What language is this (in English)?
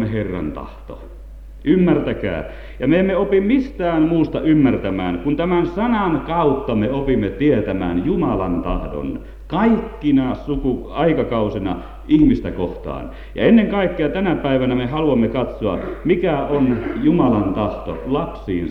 Finnish